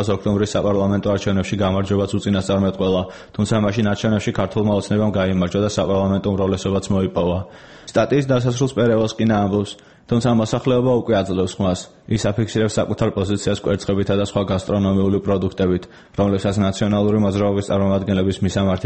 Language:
Georgian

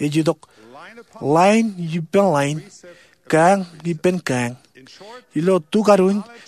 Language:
Marshallese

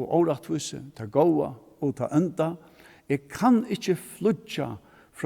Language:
Faroese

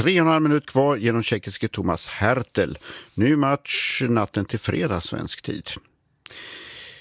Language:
Swedish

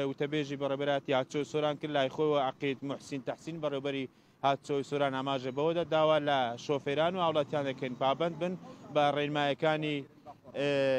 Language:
Central Kurdish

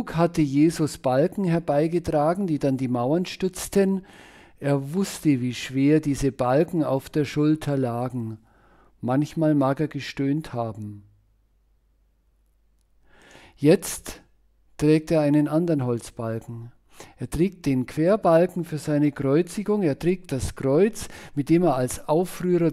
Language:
German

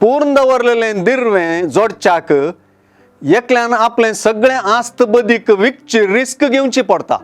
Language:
Konkani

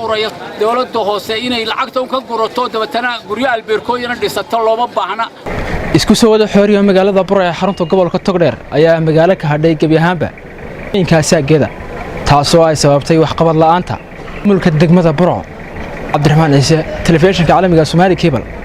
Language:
Somali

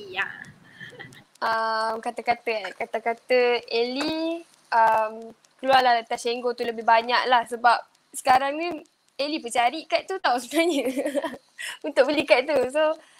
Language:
Malay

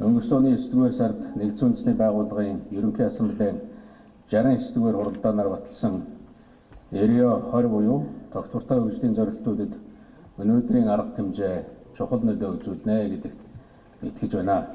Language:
Mongolian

